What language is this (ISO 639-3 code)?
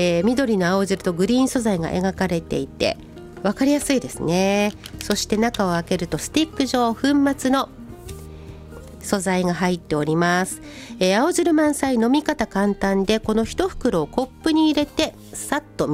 jpn